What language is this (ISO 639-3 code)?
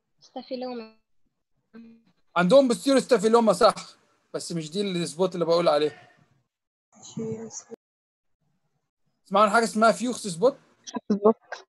arz